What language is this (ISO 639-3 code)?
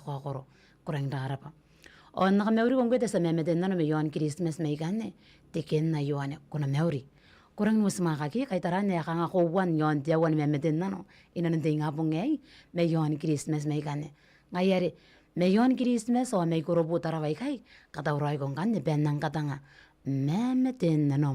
gil